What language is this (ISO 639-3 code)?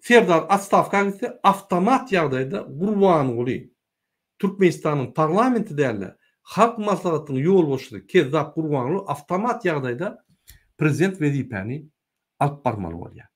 tuk